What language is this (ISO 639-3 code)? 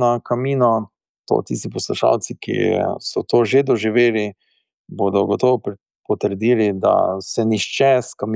slv